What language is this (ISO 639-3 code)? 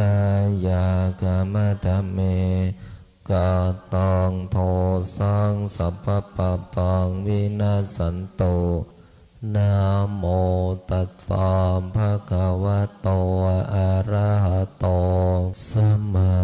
pli